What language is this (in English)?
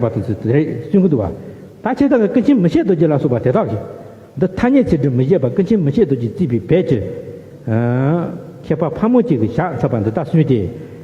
Tibetan